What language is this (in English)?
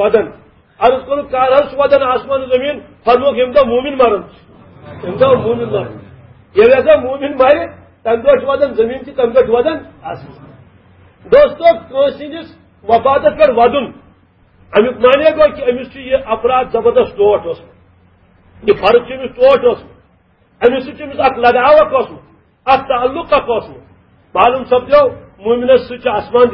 Kashmiri